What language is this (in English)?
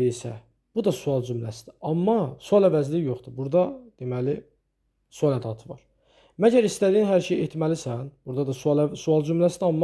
Azerbaijani